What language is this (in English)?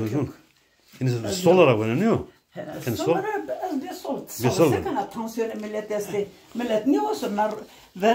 Zaza